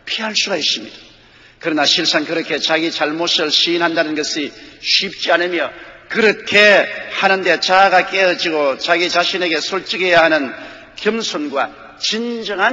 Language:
Korean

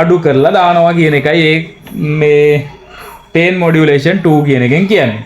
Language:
Sinhala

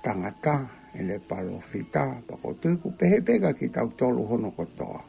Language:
Tongan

